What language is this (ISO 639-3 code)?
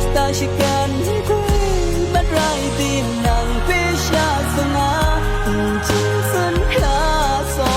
kac